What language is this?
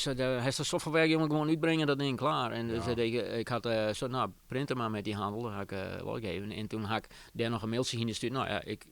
Western Frisian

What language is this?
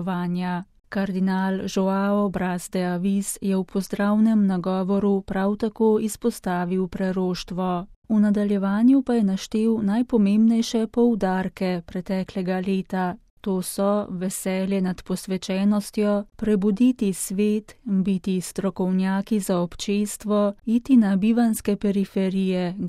Slovenian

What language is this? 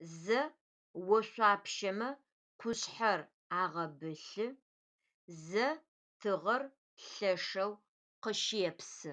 Adyghe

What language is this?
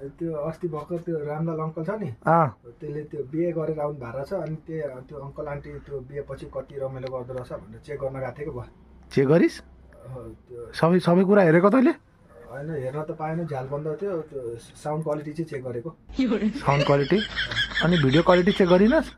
Nepali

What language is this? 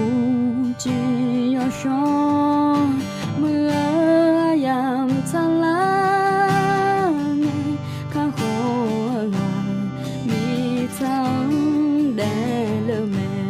Akha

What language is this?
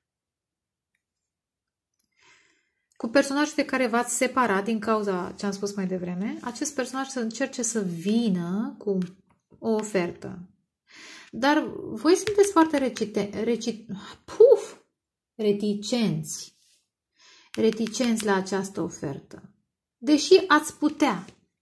Romanian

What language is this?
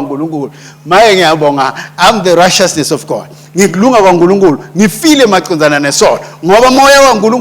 Swati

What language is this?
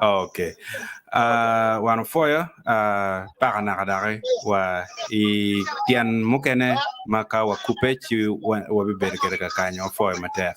Acoli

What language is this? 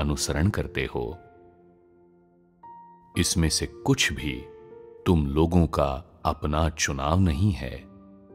Hindi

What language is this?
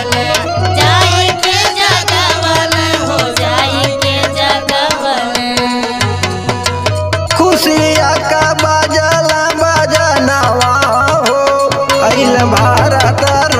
Bhojpuri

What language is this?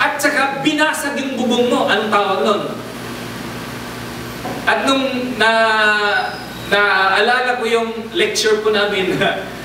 Filipino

